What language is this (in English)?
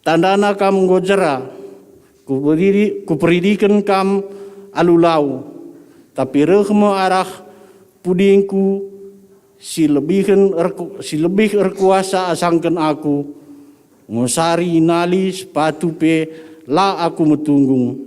Batak Karo